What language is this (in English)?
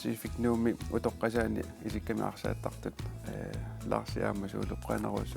Kalaallisut